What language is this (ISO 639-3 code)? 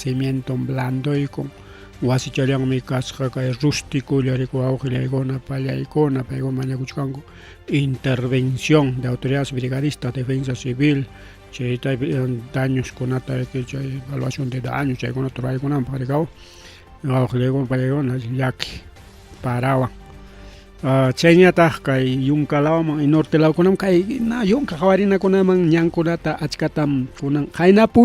quy